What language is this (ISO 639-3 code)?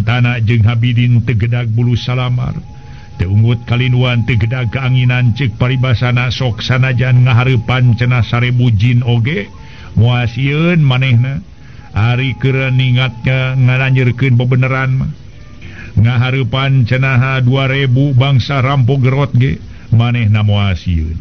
sun